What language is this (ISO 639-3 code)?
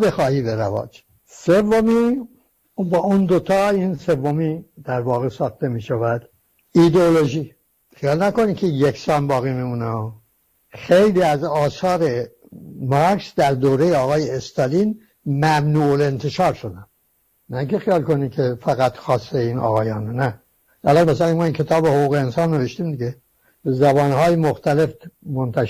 fas